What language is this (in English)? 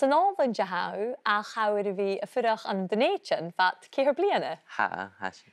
Scottish Gaelic